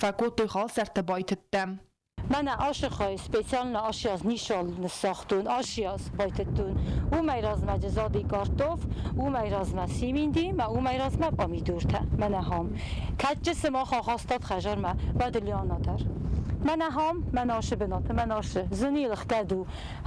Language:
Ossetic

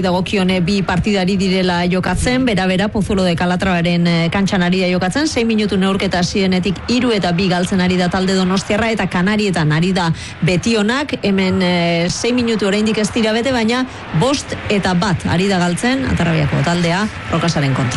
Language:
Basque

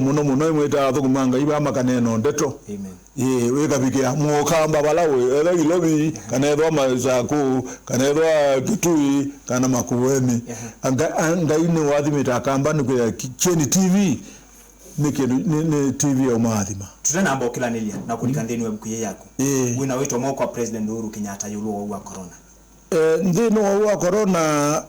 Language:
Kamba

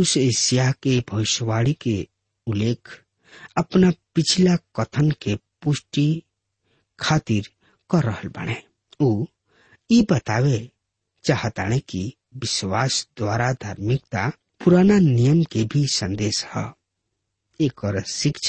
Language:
Bhojpuri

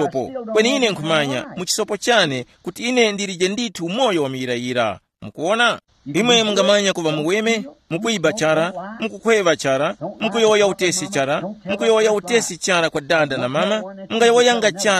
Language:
Tumbuka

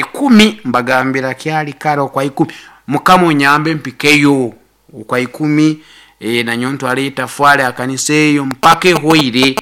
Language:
Nyankole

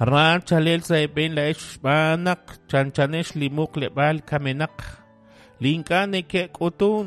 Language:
Kekchí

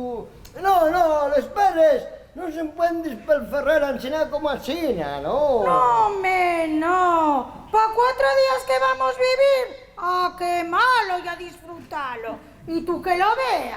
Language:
Asturian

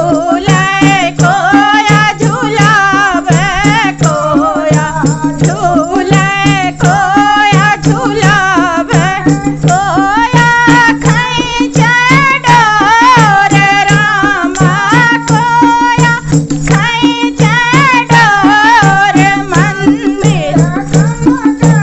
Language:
Bhojpuri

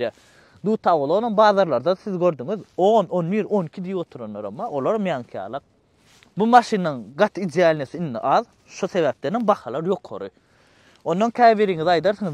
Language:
Turkmen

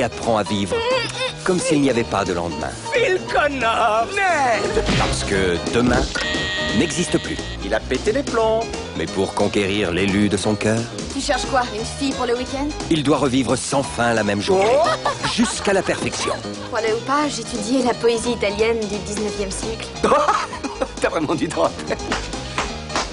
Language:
French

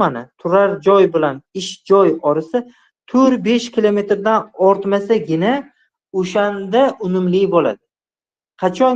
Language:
Uzbek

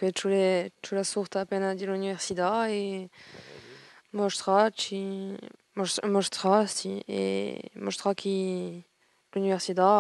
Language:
Corsican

